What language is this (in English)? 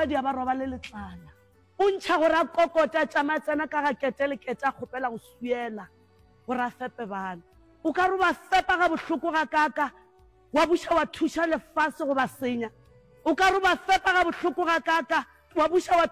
Northern Sotho